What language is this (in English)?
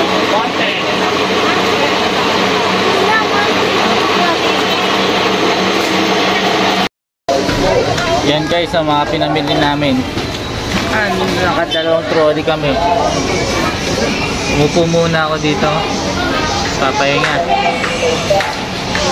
Filipino